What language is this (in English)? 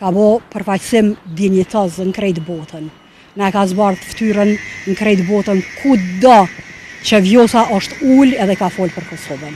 Albanian